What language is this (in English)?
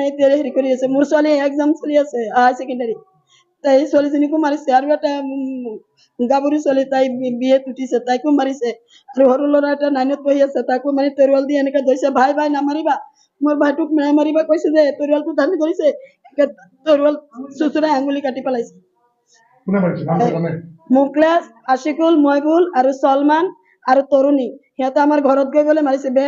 Assamese